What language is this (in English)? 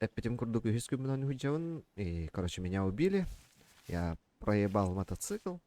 Yakut